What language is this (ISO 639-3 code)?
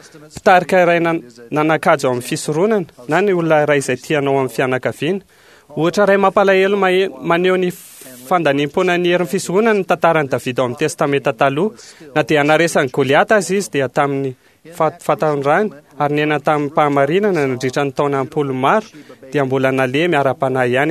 mlg